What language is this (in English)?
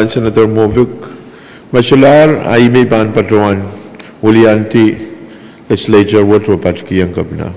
Pohnpeian